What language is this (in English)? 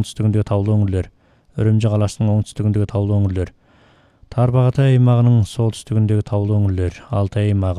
Kazakh